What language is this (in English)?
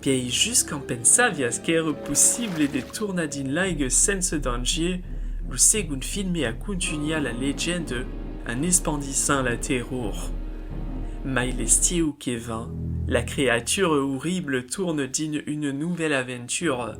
Occitan